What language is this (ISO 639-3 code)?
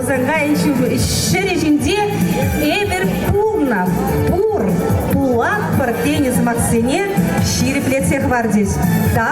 chv